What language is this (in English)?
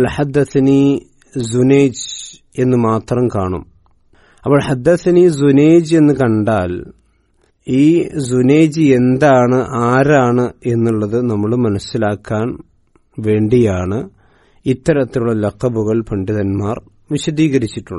Malayalam